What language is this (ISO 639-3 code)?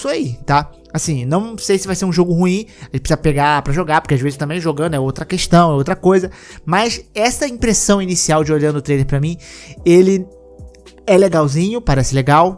por